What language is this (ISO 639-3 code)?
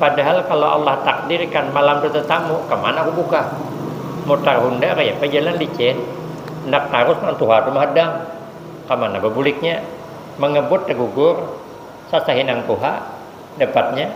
bjn